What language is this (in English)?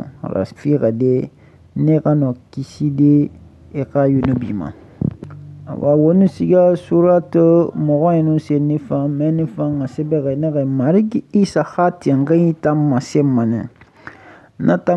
Susu